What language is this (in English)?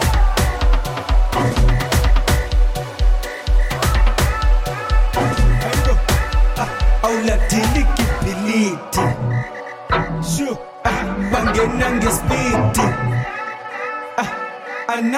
Zulu